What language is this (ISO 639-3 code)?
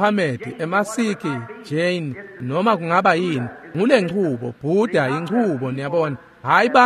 ssw